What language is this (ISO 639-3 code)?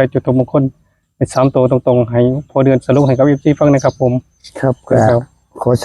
tts